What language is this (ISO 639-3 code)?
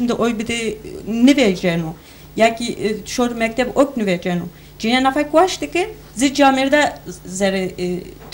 zza